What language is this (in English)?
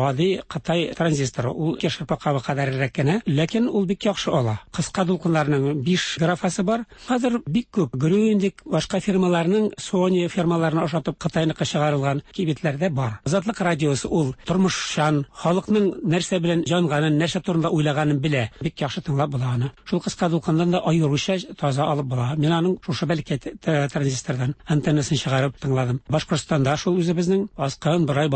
Tatar